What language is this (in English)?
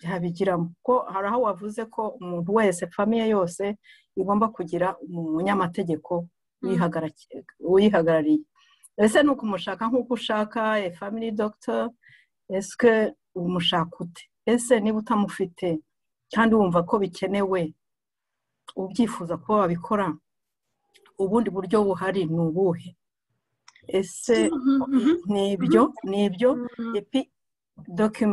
Kinyarwanda